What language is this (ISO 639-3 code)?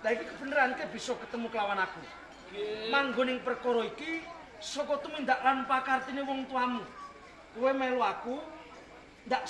jav